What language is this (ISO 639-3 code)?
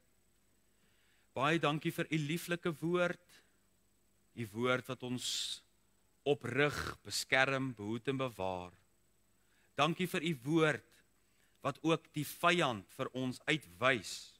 afr